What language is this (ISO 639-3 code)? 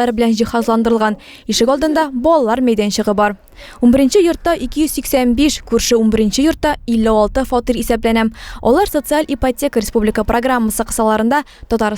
tat